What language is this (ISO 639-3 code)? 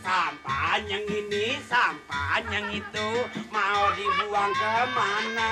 bew